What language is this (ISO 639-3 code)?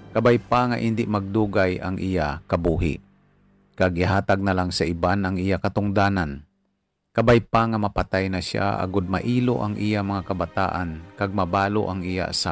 hil